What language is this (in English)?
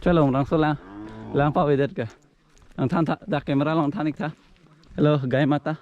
Karbi